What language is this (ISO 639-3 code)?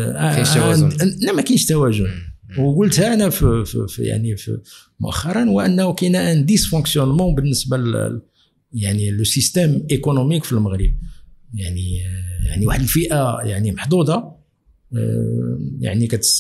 ary